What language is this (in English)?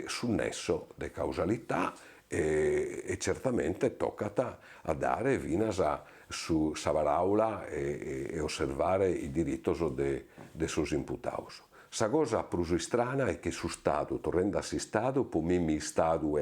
Sardinian